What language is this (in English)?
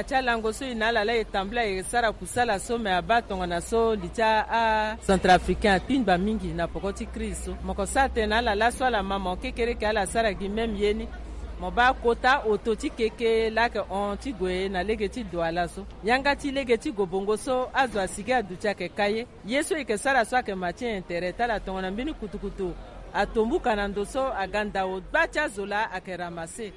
Sango